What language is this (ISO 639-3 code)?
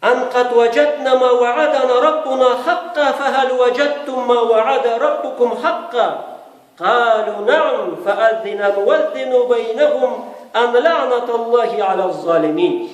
krc